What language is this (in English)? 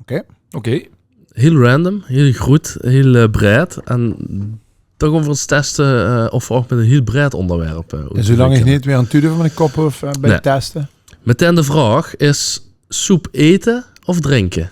Limburgish